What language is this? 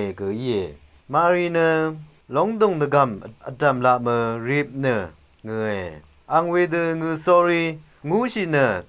Rawang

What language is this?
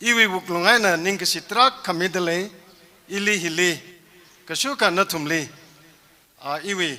Tangkhul Naga (India)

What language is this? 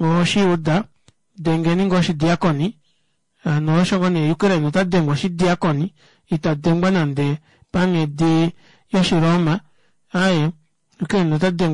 Kuanyama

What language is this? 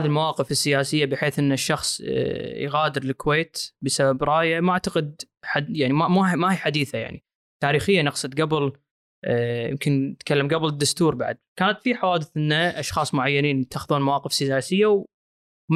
Gulf Arabic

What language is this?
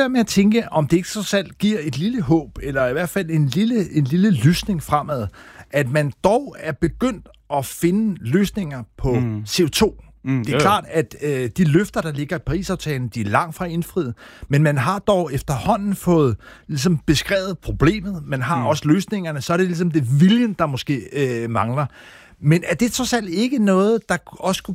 Danish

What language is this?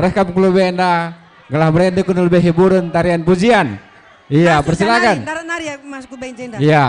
Batak Karo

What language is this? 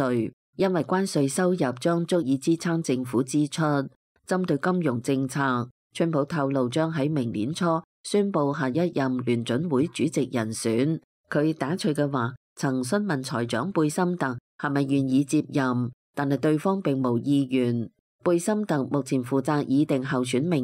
Cantonese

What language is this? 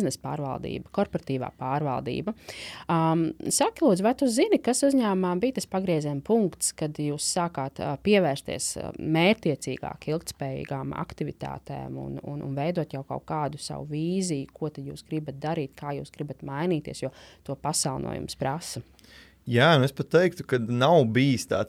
Latvian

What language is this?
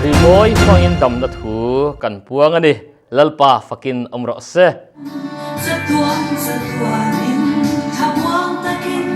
Mizo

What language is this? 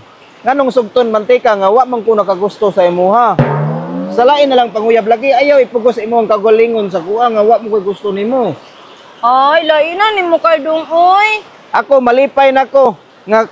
Cebuano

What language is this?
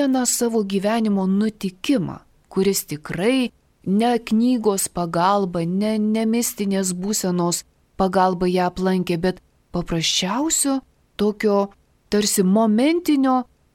Lithuanian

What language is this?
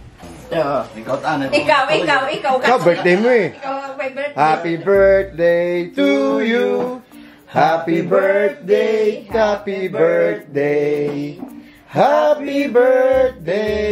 Filipino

